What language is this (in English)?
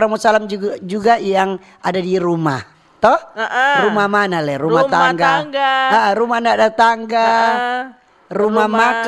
Manado Malay